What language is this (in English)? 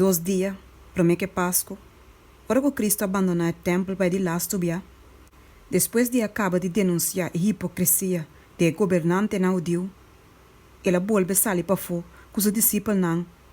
Papiamento